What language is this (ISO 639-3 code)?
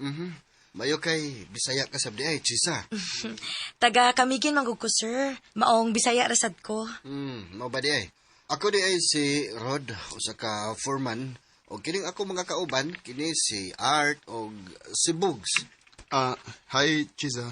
ceb